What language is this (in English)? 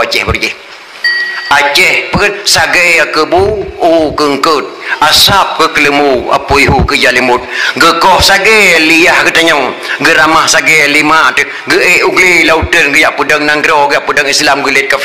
Achinese